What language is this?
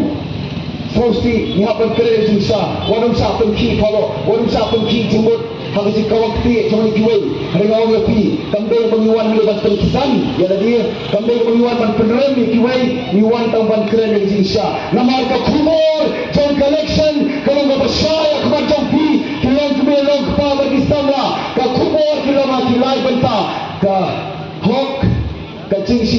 Khasi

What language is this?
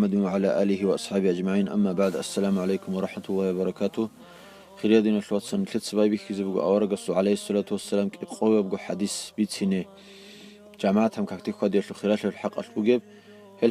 Avaric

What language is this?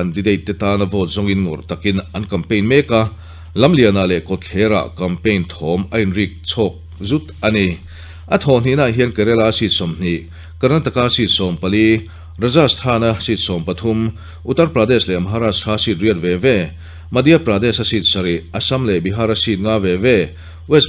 Mizo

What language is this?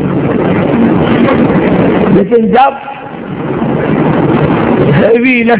Urdu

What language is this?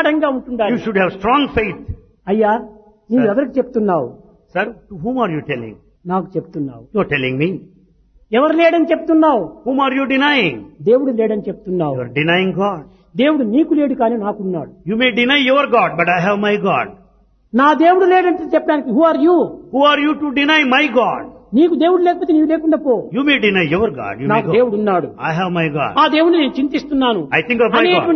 Telugu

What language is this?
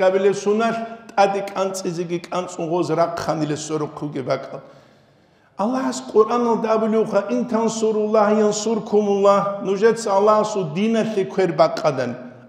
Avaric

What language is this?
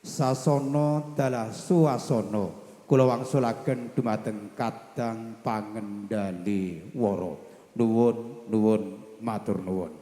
Javanese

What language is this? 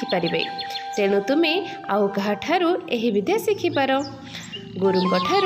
Odia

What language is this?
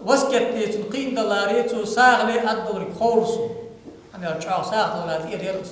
Ingush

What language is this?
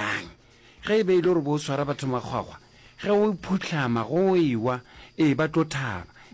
Northern Sotho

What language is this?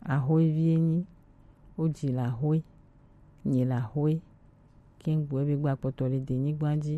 Gen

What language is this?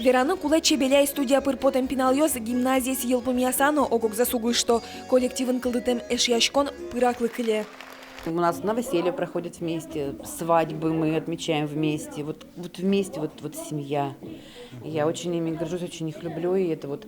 Udmurt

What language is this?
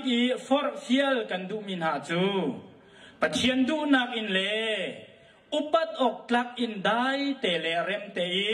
Hakha Chin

